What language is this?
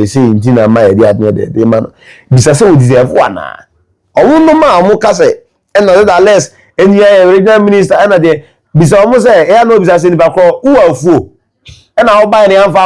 Akan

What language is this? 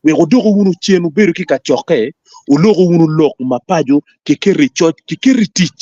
Acoli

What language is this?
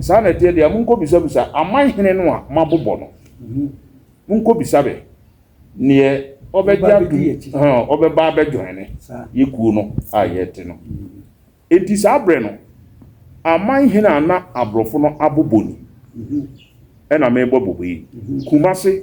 Akan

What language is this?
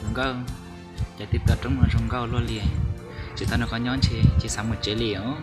Hmong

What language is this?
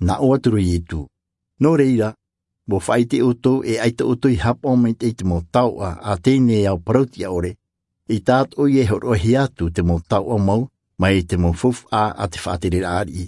Tahitian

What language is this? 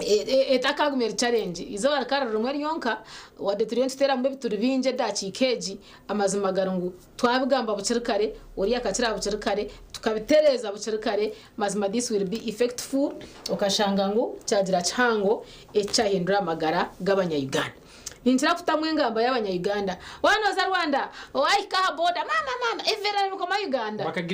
Nyankole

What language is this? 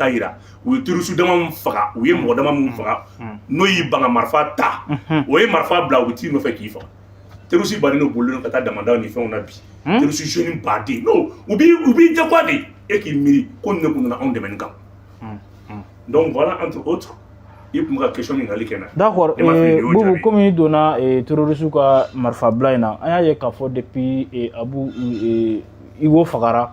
Bambara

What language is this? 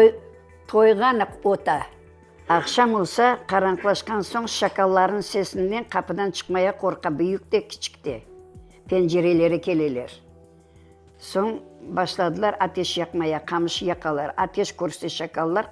Crimean Tatar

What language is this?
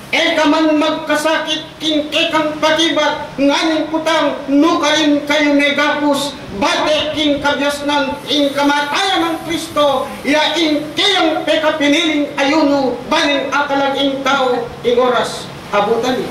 Pampanga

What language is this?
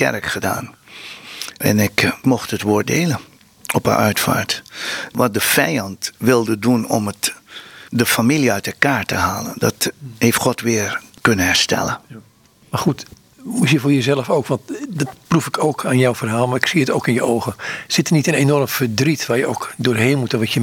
Dutch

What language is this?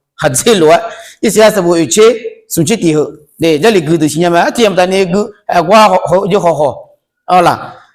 Akha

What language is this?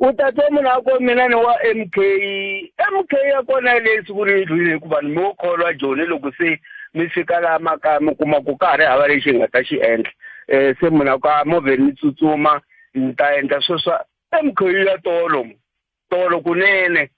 Tsonga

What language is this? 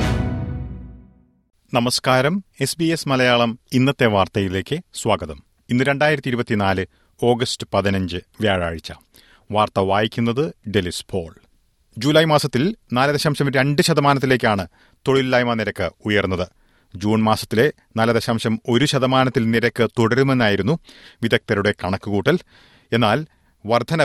Malayalam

